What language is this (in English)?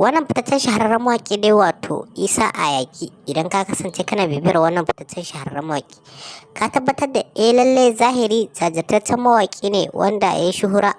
Hausa